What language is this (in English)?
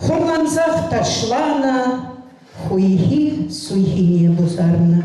Chuvash